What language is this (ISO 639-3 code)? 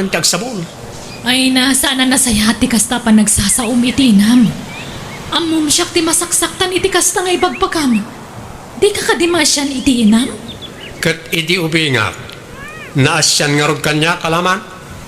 ilo